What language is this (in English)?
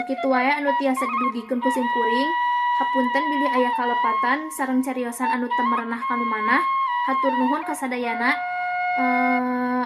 Sundanese